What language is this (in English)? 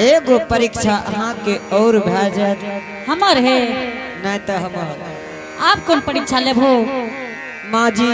Angika